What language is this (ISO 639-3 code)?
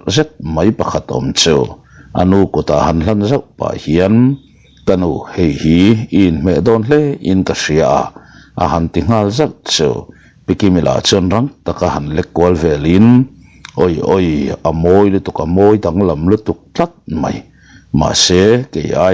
lus